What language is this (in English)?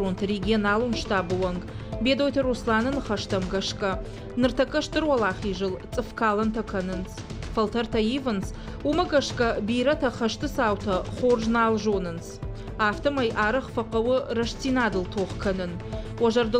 Ossetic